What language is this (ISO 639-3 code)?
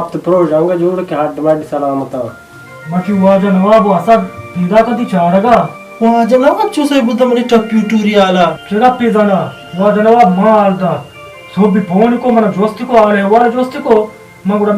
bal